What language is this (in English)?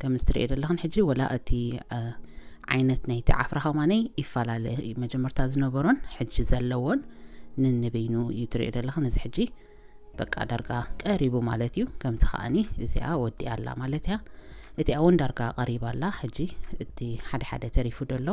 Tigrinya